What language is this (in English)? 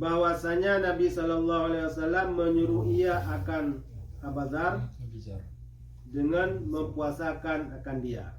Achinese